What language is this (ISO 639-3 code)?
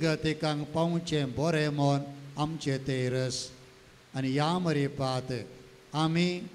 kok